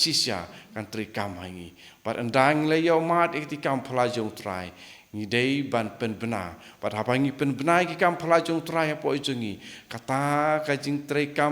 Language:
Khasi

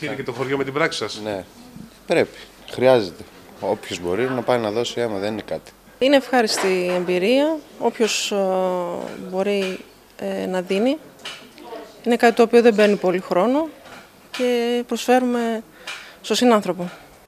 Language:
Greek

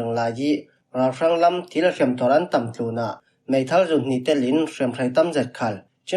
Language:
Falam Chin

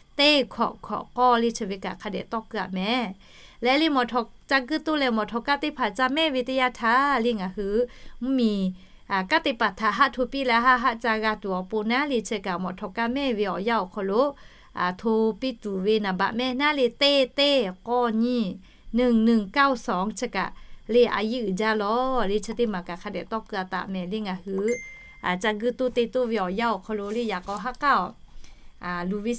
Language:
Lahu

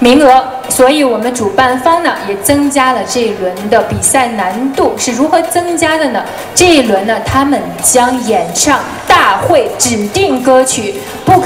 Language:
Chinese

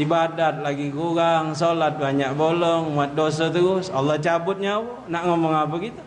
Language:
Musi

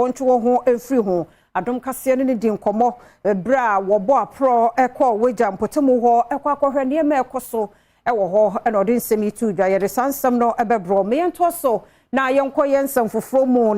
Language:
Akan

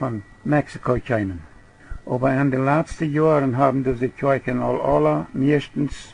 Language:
Plautdietsch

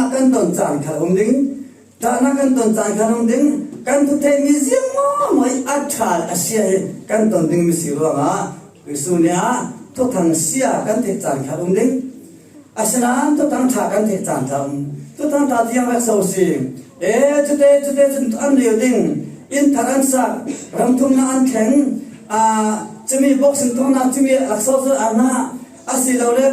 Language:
Falam Chin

